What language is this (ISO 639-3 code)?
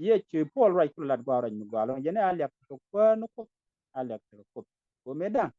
nus